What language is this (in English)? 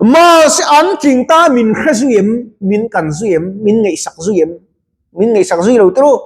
Mizo